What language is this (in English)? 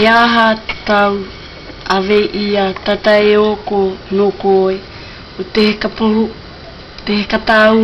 South Marquesan